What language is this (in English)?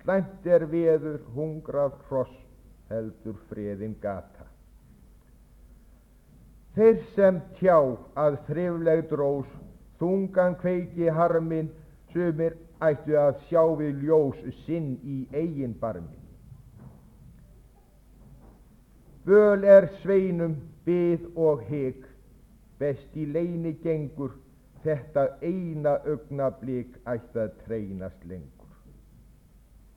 Icelandic